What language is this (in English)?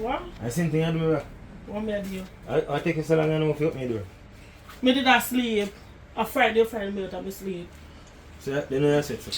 Jamaican Creole English